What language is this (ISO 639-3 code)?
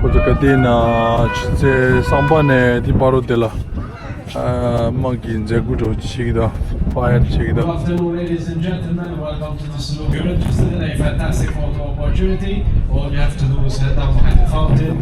bod